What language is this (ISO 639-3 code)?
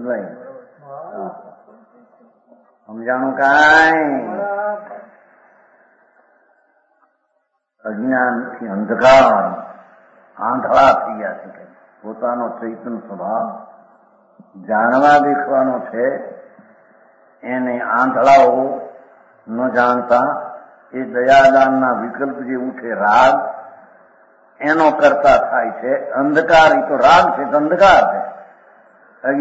guj